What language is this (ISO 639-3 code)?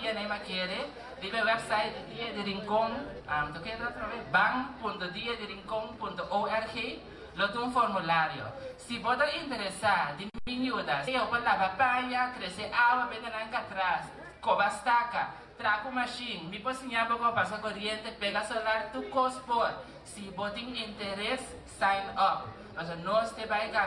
pap